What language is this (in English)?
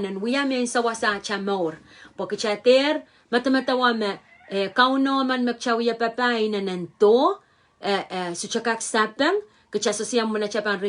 Pohnpeian